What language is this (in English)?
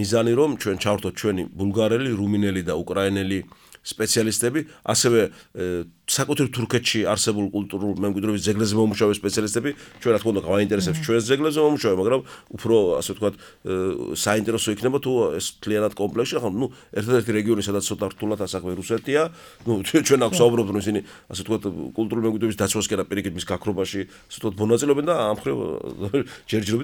Georgian